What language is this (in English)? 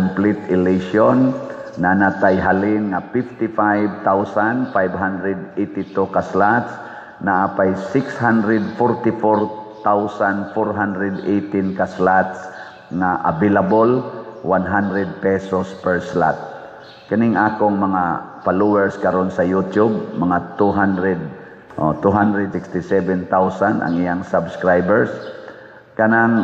Cebuano